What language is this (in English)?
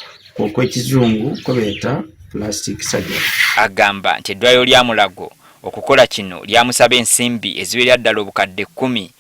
Ganda